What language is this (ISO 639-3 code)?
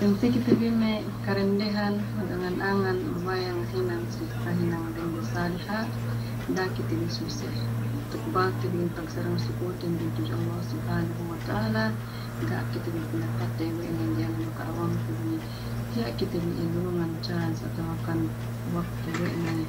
yka